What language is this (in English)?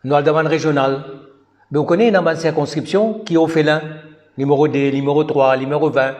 Morisyen